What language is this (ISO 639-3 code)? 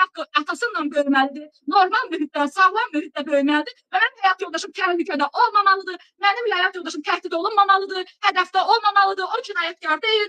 aze